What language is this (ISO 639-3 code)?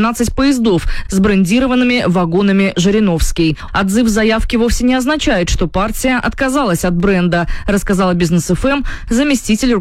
rus